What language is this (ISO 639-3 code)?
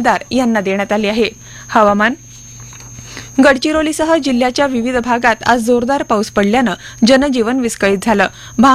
mar